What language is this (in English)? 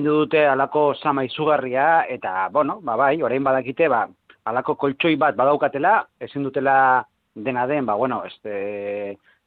Basque